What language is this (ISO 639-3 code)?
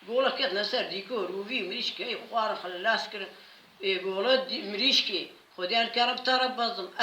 kur